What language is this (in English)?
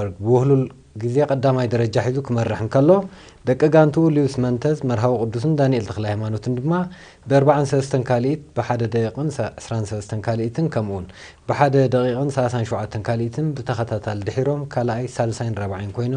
Tigrinya